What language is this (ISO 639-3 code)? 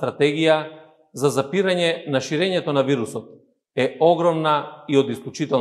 mkd